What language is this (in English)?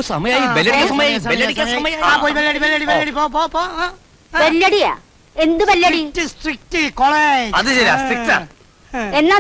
Malayalam